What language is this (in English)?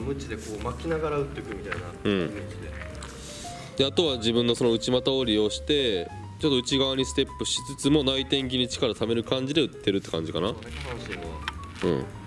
Japanese